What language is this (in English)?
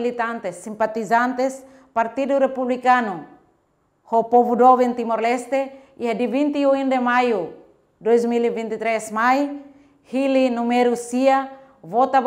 Tetum